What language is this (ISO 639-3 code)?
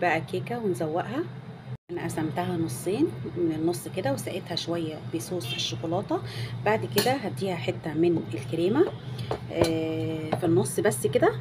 arz